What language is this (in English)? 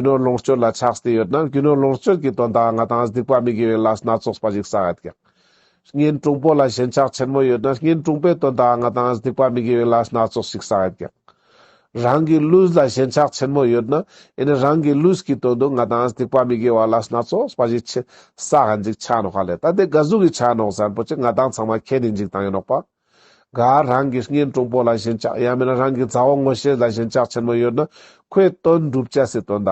Ladakhi